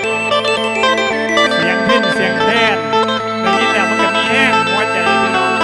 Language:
Lao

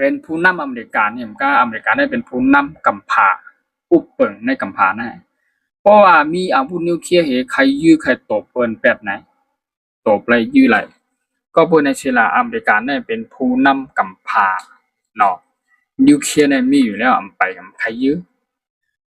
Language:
Shan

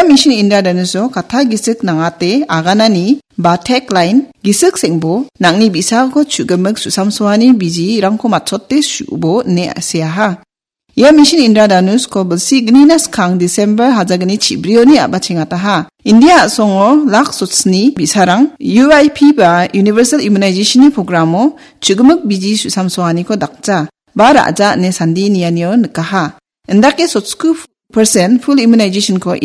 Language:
Garo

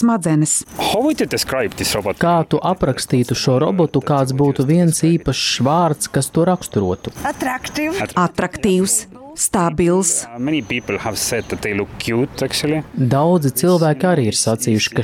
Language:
Latvian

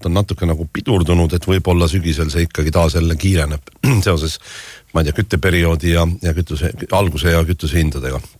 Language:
Estonian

